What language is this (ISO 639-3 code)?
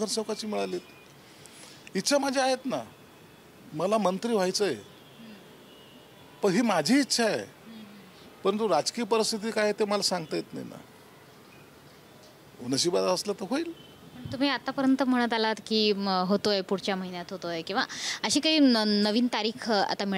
mar